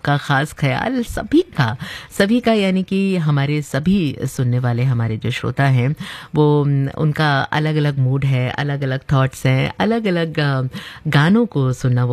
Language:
Hindi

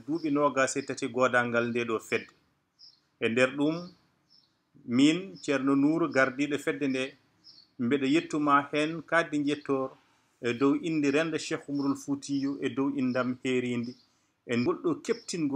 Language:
Fula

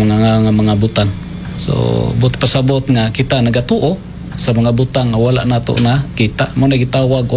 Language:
Cebuano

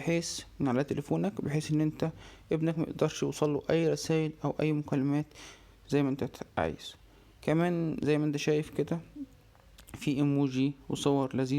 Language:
Egyptian Arabic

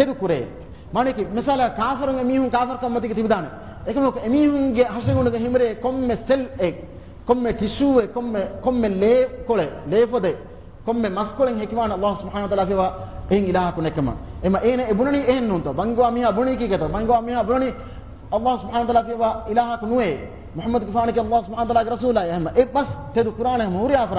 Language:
Divehi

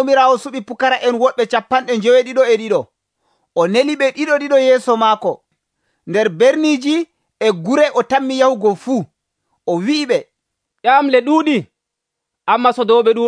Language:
Nigerian Fulfulde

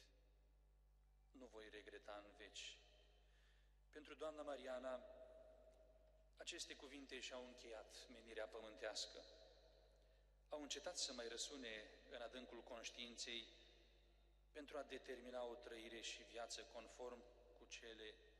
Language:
Romanian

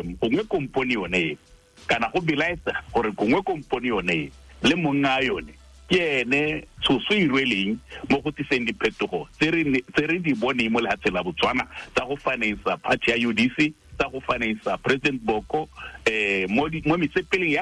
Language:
Tswana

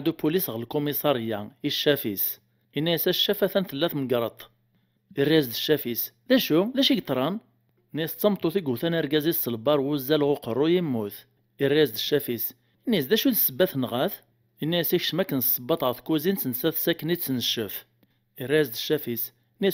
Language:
Kabyle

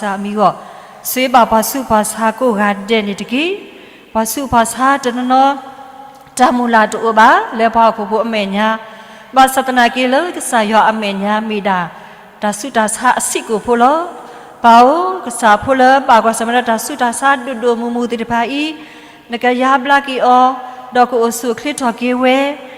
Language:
S'gaw Karen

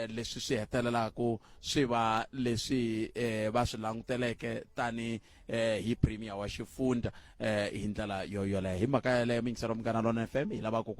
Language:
Tsonga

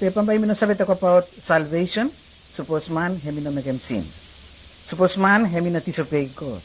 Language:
Bislama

